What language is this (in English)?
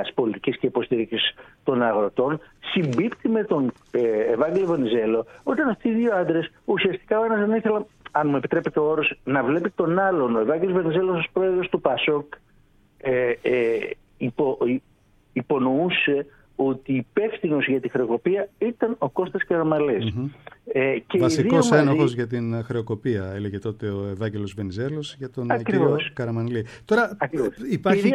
Greek